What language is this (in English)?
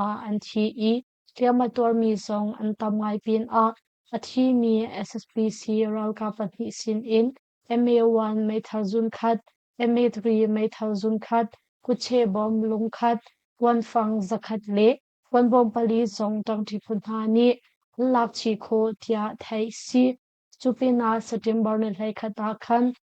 Hakha Chin